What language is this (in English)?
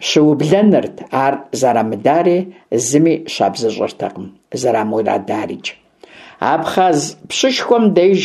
Kabardian